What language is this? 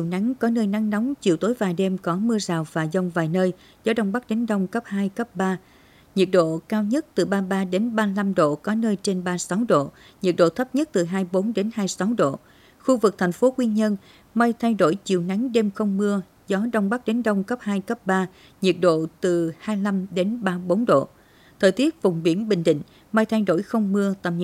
Vietnamese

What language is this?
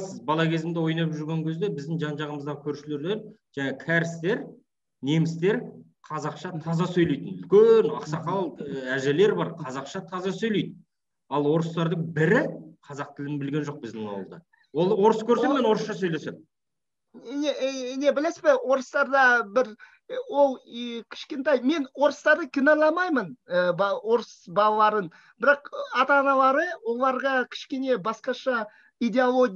Kazakh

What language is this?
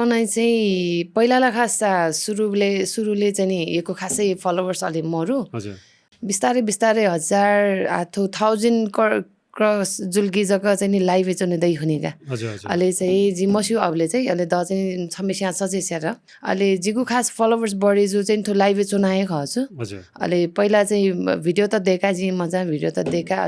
Newari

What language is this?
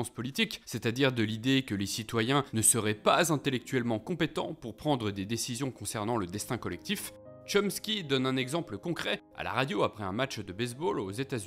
French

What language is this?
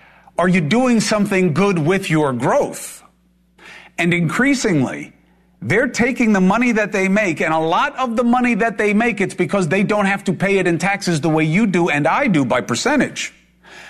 English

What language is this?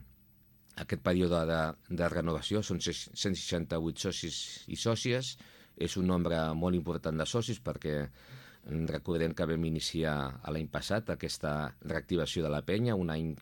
Catalan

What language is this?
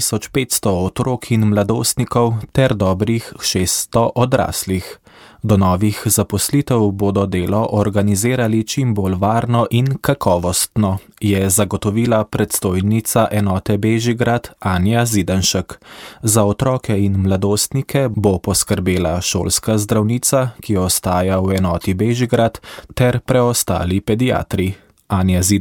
Slovenian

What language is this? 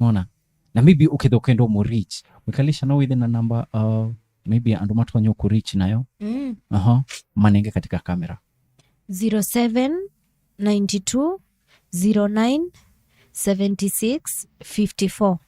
Kamba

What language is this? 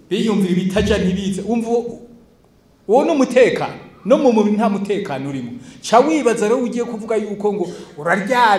Rundi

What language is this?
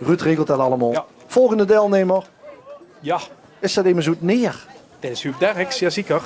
Limburgish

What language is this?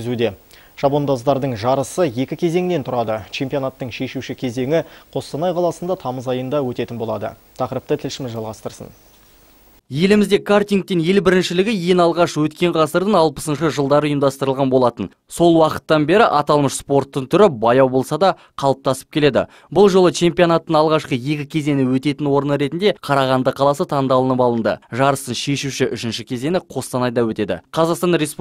Kazakh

